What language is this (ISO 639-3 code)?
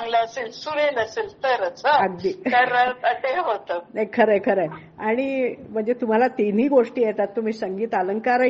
mar